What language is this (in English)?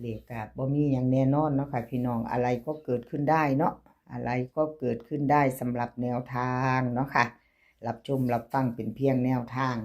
Northeastern Thai